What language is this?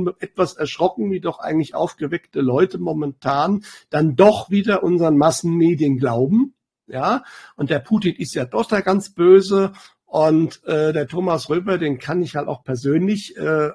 German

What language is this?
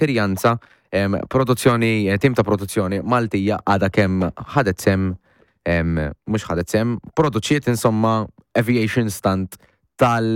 Maltese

